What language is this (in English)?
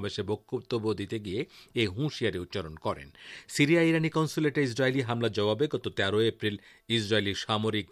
Bangla